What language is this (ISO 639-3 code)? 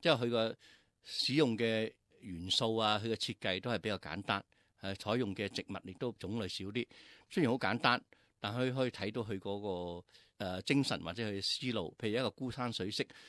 yue